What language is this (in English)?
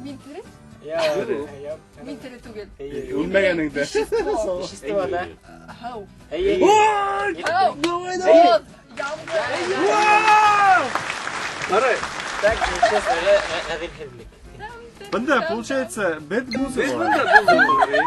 Bashkir